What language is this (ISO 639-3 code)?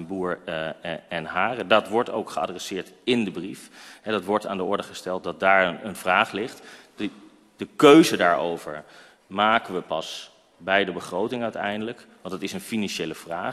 nld